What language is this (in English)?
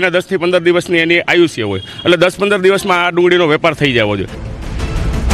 Gujarati